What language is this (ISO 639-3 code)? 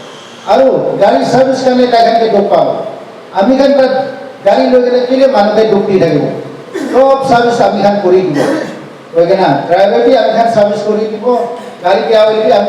nag